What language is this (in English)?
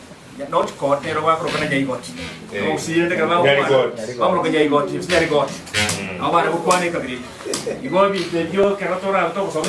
Gusii